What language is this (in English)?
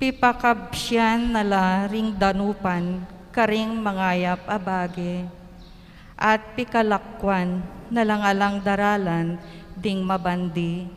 Pampanga